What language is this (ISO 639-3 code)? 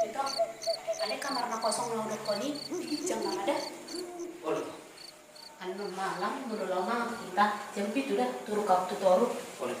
bbc